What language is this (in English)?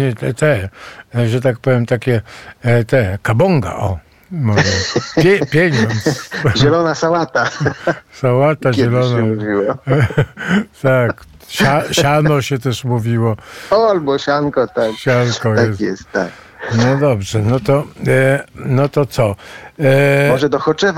Polish